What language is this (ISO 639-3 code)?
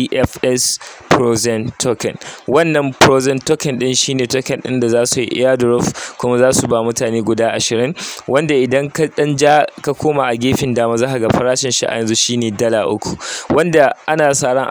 hau